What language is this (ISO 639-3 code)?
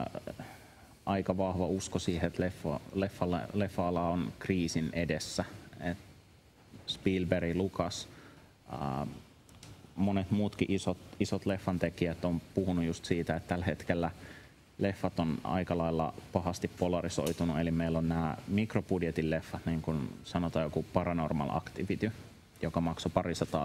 fin